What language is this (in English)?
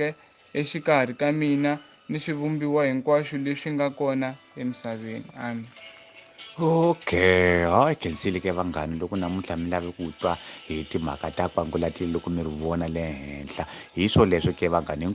Tsonga